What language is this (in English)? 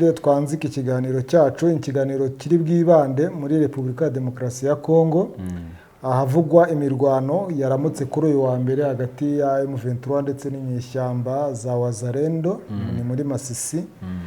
Kinyarwanda